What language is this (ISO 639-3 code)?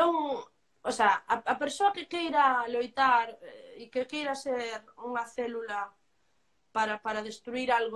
glg